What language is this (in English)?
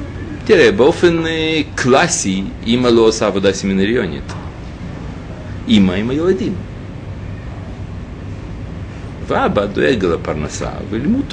Hebrew